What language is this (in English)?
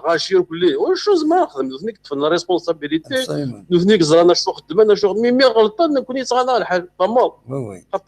Kabyle